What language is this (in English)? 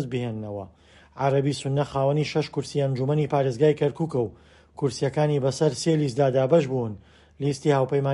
Central Kurdish